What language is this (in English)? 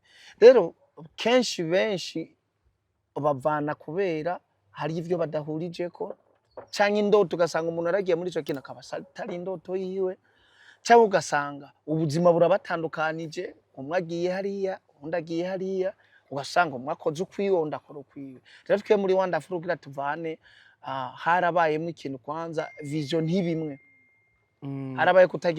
Rundi